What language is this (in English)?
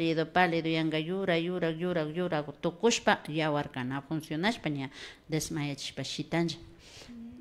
Imbabura Highland Quichua